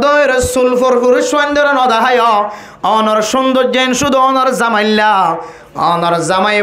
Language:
Rohingya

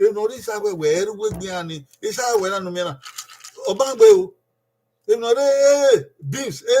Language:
Bini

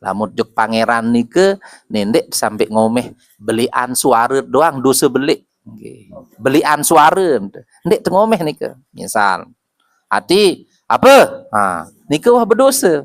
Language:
Sasak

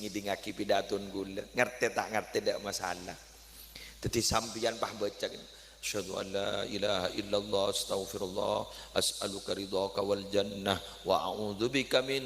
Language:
Madurese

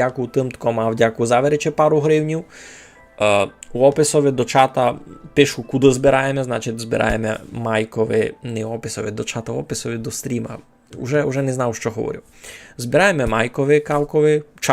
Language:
Rusyn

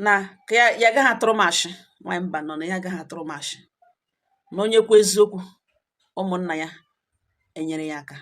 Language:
Igbo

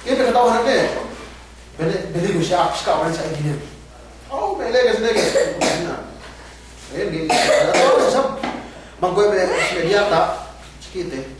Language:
Yakan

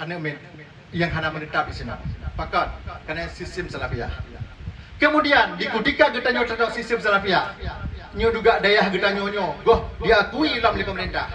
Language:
Achinese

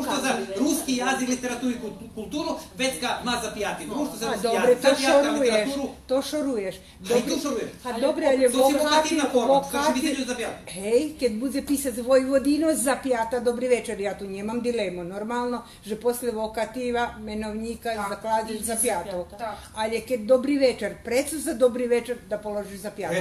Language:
Rusyn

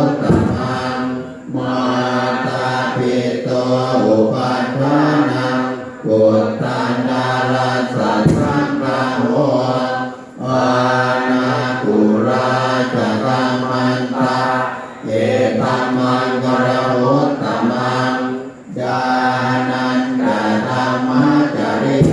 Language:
Pali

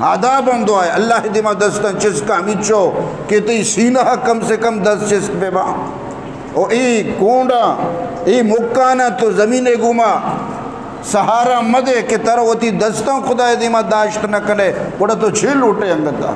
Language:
Eastern Balochi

